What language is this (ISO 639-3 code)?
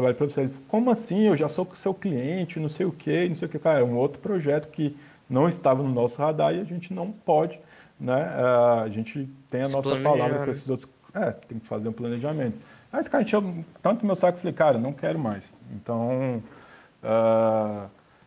por